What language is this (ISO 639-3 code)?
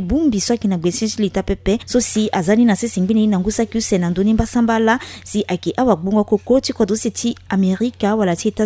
sag